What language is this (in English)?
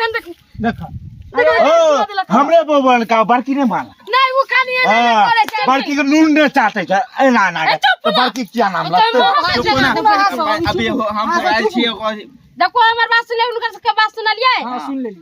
Maithili